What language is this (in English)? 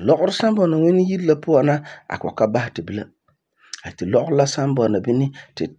Frafra